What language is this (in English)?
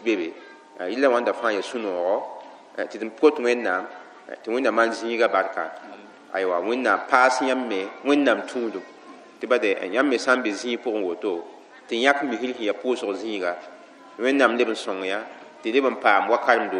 Mossi